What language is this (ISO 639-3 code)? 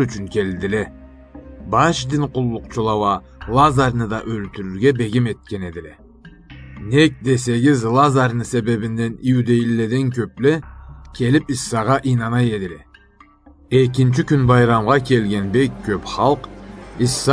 krc